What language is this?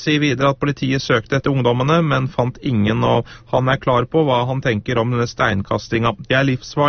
Norwegian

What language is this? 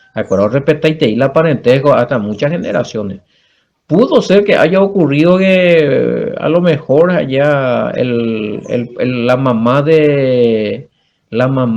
Guarani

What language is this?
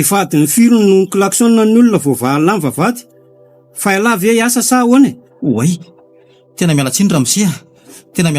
Malagasy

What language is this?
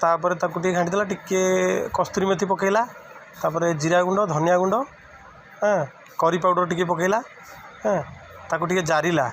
Odia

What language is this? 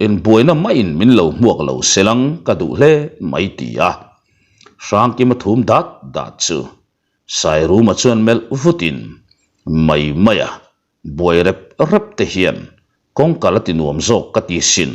Mizo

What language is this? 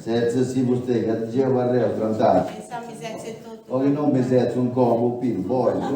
Sardinian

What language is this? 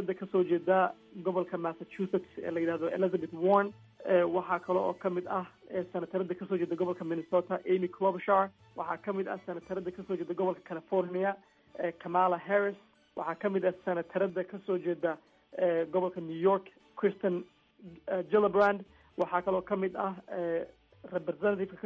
Somali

